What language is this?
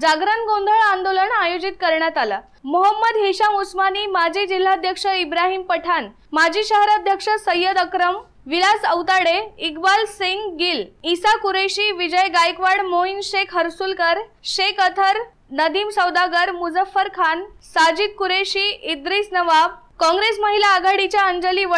Marathi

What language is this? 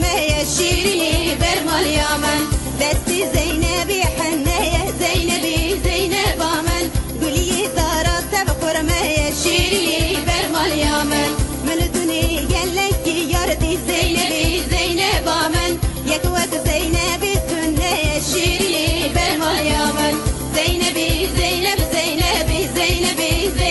Kurdish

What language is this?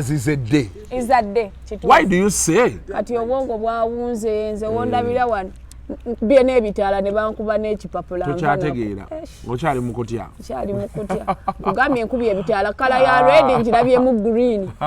Ganda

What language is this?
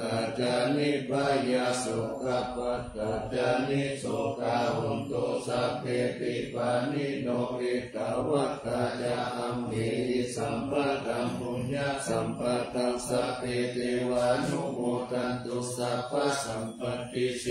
Pali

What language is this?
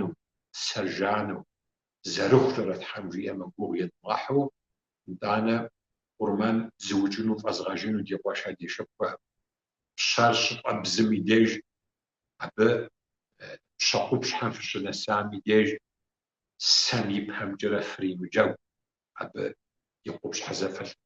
Kabardian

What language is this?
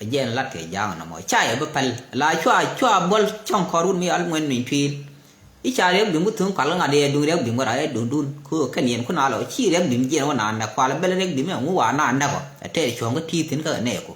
Nuer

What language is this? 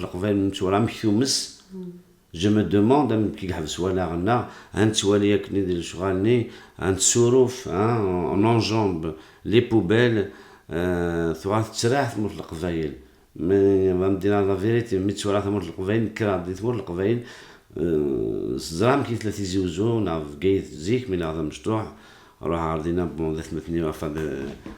Kabyle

